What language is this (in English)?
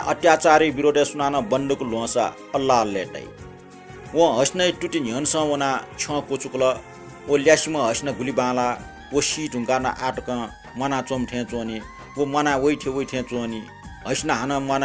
Newari